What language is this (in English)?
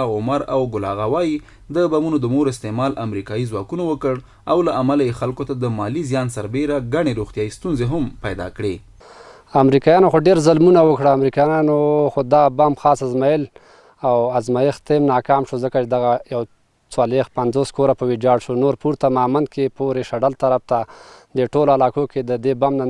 Pashto